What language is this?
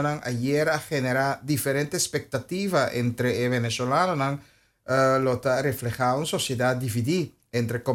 Papiamento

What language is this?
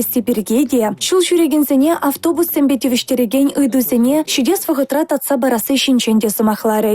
Chuvash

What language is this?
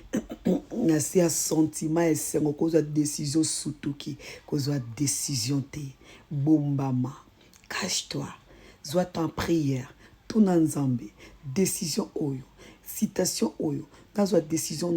Lingala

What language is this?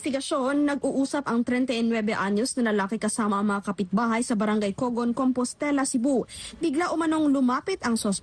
Filipino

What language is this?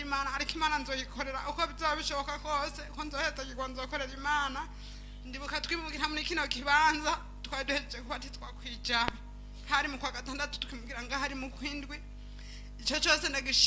Rundi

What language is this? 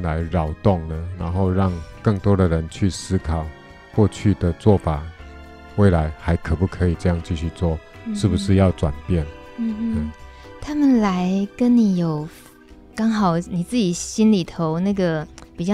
Chinese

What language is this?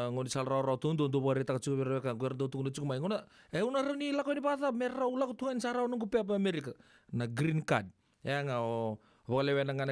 Fijian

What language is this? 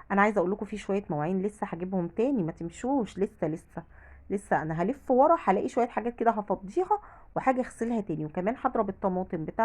Egyptian Arabic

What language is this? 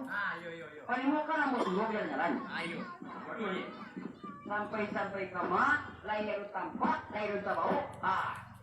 Minangkabau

